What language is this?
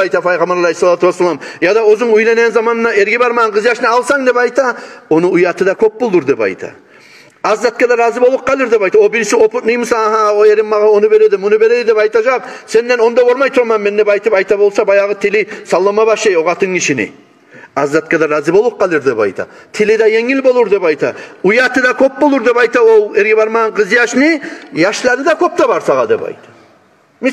Kumyk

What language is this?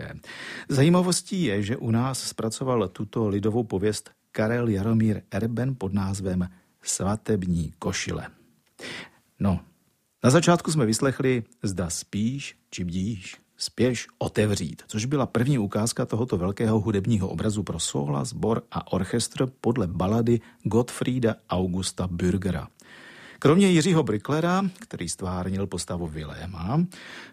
Czech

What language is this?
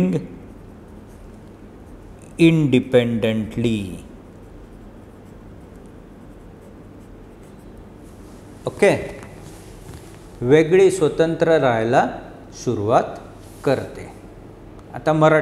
Marathi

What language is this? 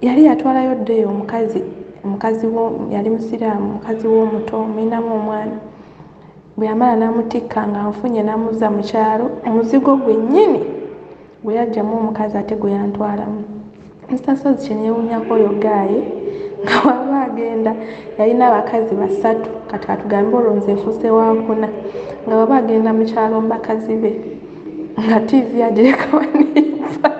Ganda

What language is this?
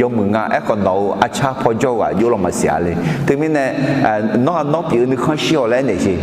Akha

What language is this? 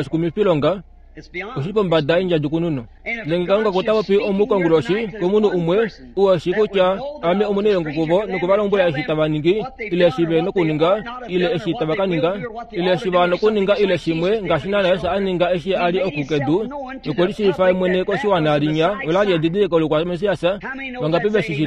Kuanyama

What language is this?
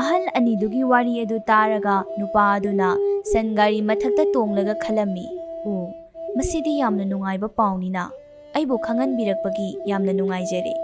Manipuri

